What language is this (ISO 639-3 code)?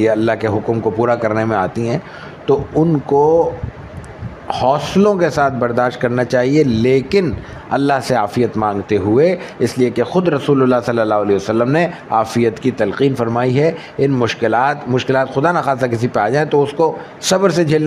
urd